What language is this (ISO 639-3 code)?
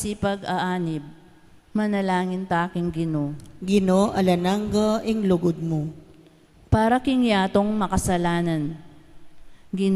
pam